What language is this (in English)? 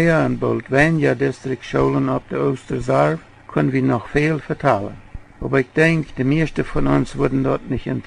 Plautdietsch